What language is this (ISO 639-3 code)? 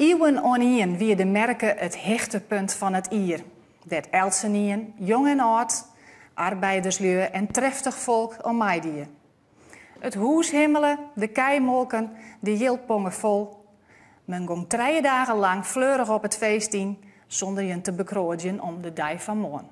fry